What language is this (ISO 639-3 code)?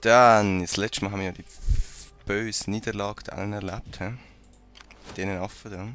gsw